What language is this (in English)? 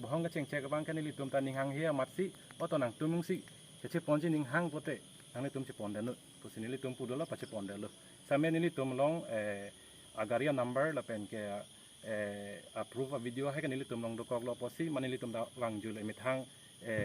Karbi